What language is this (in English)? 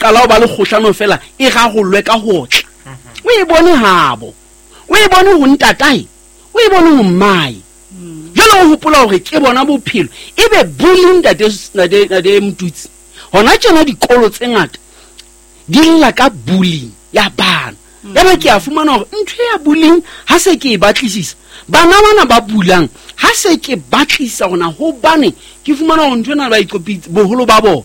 Southern Sotho